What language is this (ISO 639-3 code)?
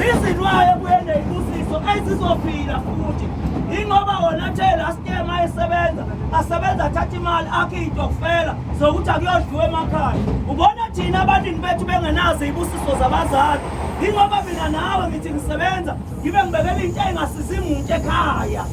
zul